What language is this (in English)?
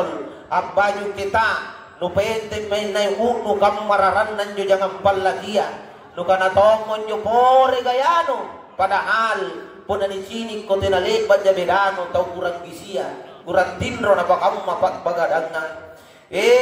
Makasar